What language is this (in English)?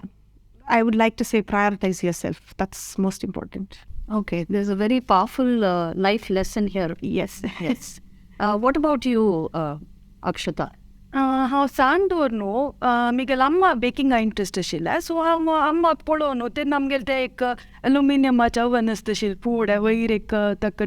Konkani